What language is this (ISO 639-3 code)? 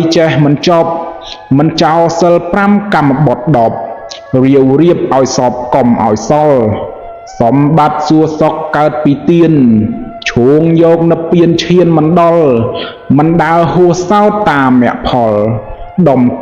khm